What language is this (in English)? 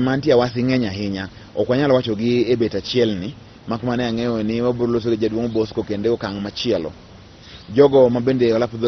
Luo (Kenya and Tanzania)